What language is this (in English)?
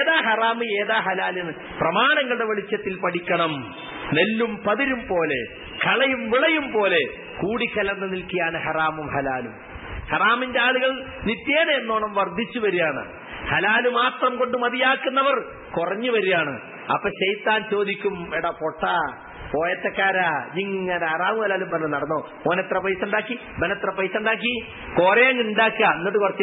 Malayalam